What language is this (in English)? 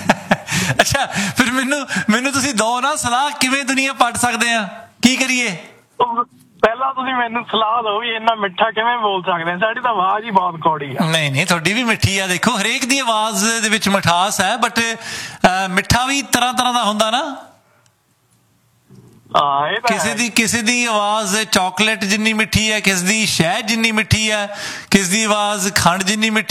Punjabi